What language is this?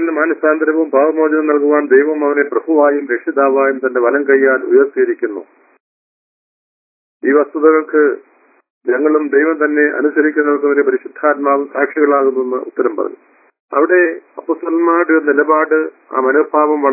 Malayalam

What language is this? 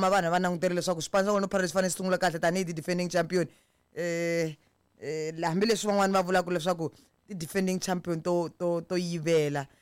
Tsonga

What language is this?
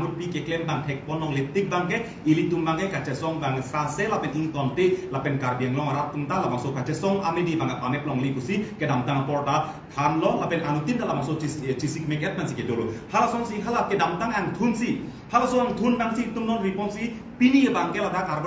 Karbi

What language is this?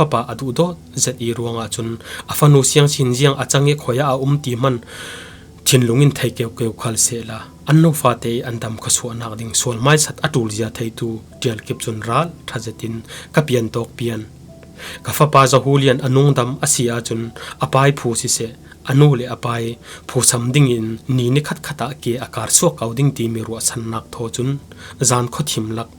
Falam Chin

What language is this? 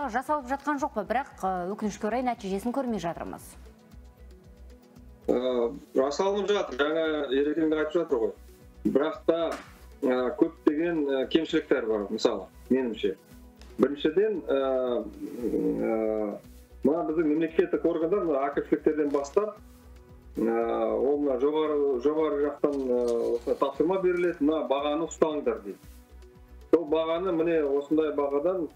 Kazakh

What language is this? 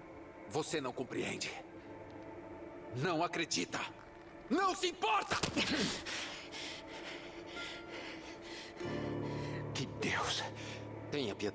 Portuguese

